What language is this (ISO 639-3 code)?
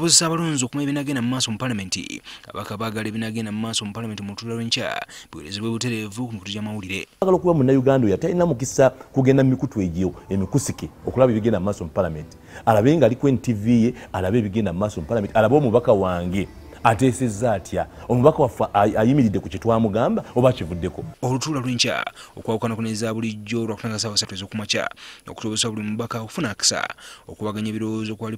lug